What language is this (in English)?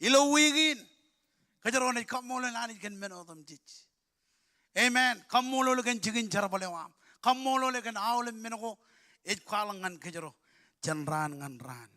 Marshallese